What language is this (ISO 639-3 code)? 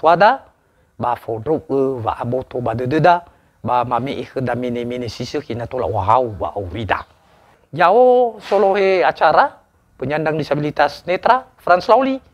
nia